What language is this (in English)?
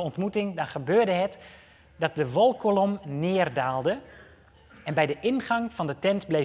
Dutch